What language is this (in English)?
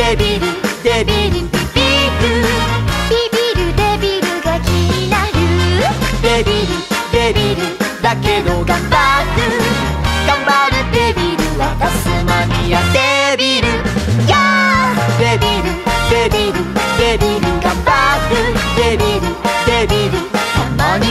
Japanese